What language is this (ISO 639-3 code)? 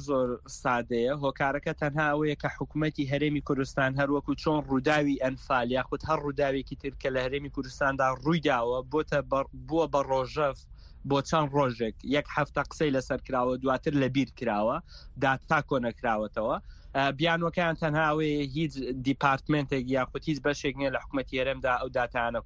ckb